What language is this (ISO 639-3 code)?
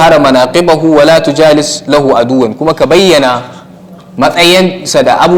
hau